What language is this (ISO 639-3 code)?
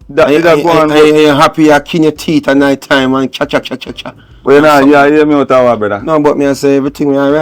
jam